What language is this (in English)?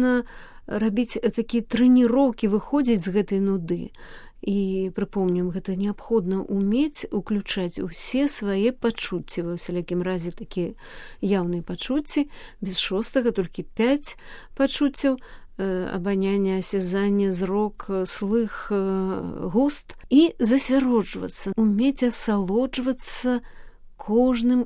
Belarusian